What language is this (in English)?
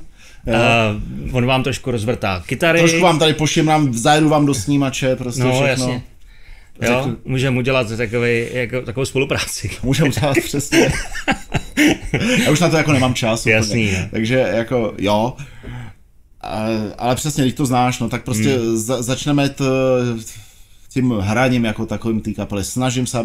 Czech